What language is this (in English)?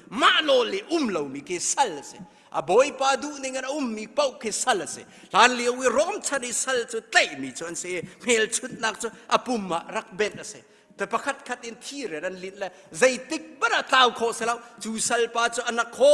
Hakha Chin